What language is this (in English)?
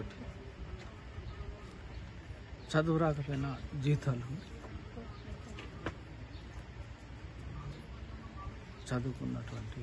Telugu